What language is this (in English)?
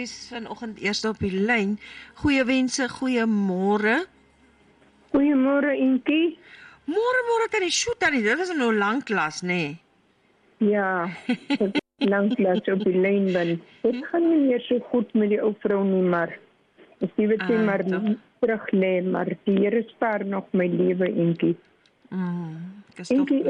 Afrikaans